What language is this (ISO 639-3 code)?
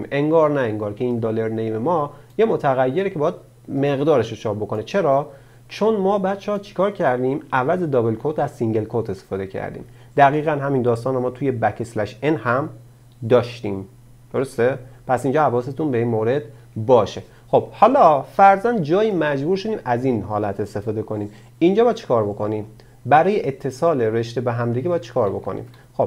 fas